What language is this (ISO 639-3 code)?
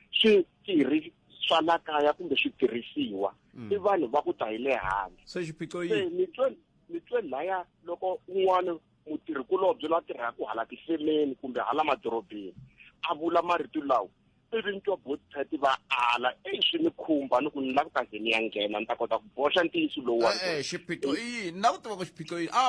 tso